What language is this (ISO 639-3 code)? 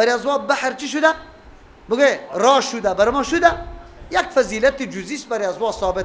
fas